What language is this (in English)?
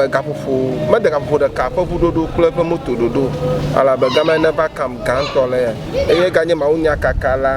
Ewe